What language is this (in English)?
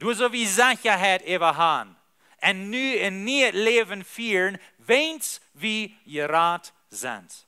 Plautdietsch